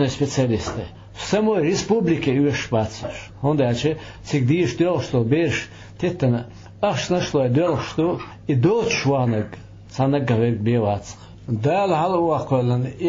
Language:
Chechen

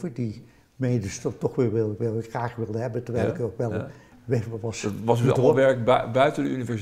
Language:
Dutch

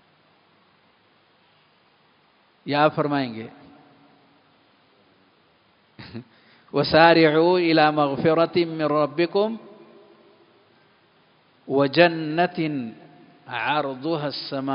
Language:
Urdu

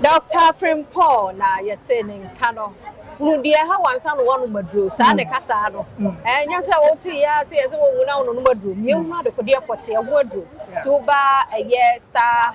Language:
Akan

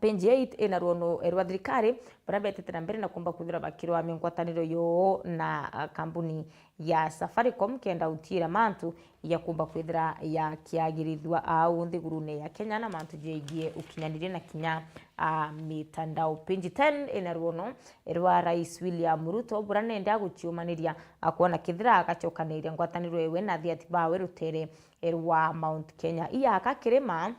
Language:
Meru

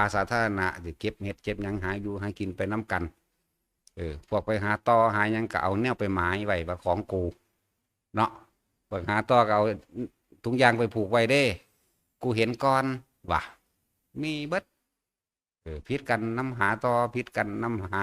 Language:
Northeastern Thai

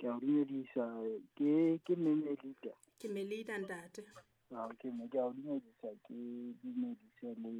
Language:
Southern Sotho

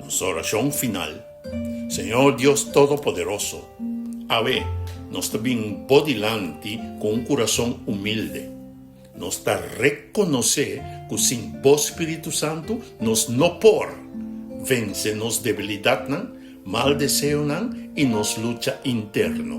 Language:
Papiamento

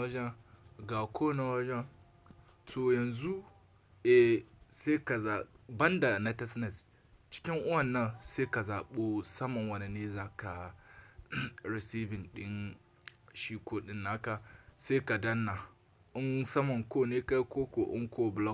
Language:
Hausa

